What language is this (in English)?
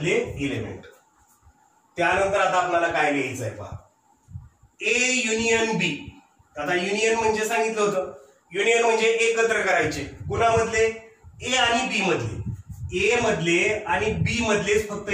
Marathi